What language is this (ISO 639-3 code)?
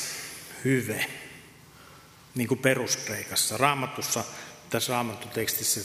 fin